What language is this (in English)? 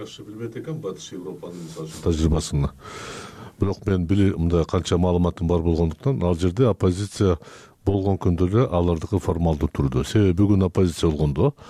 Kyrgyz